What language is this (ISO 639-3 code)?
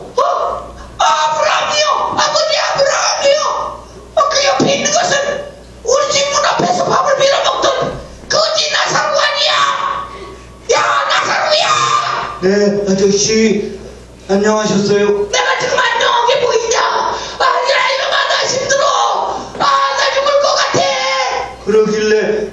kor